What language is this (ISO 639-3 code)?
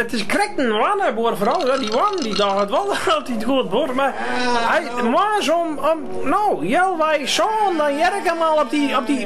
fry